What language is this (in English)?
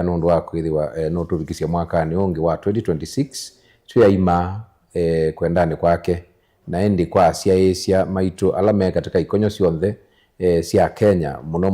Kamba